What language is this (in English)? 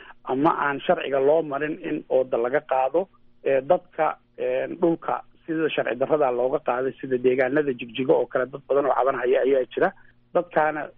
Somali